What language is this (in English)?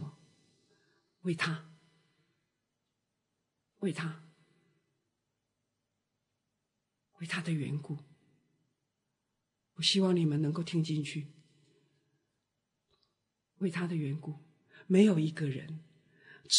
Chinese